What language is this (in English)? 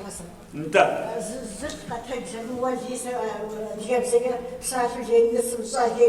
Kabardian